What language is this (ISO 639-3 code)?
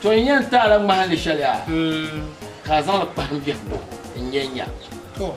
dag